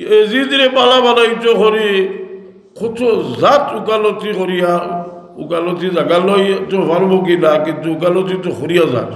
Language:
Sylheti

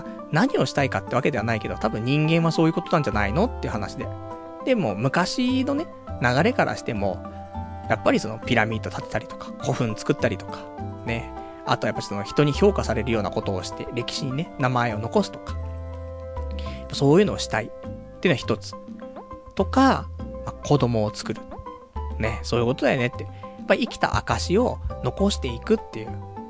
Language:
Japanese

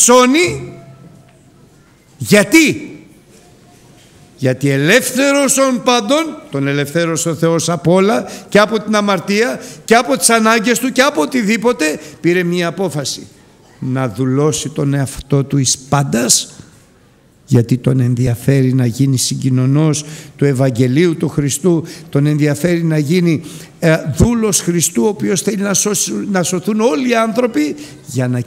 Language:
Greek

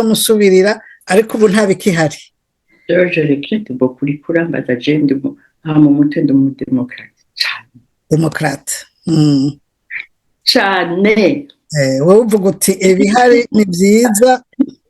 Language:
Rundi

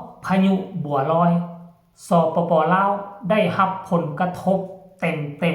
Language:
Lao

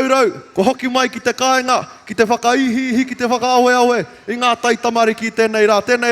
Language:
Māori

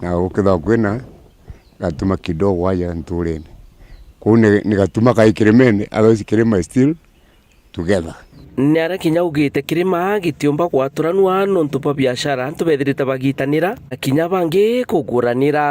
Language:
Meru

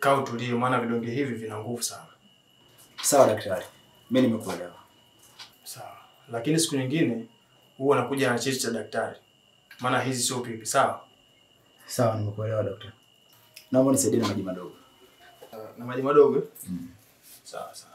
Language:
Swahili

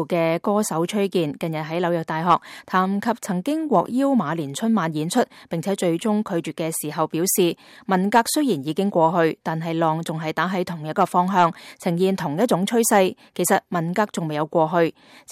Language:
Cantonese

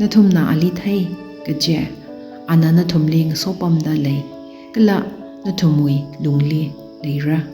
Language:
Tangkhul Naga (India)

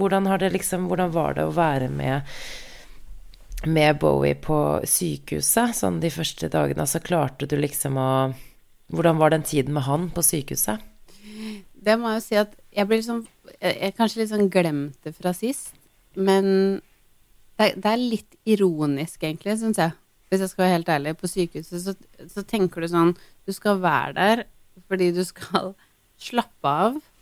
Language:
Norwegian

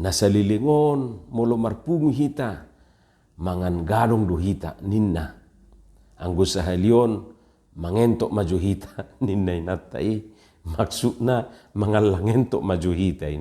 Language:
Batak Toba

